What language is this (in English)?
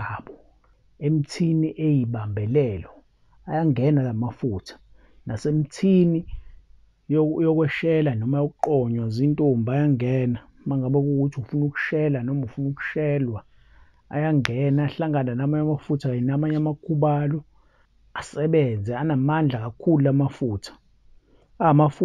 Zulu